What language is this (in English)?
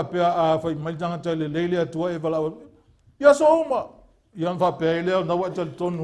Samoan